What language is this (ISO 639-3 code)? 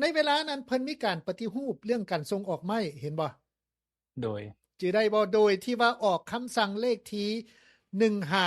lao